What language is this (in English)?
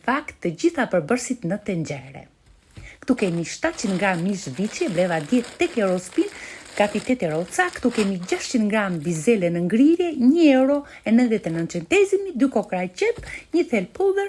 Albanian